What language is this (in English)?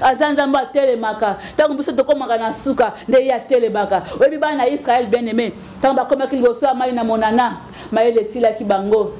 Lingala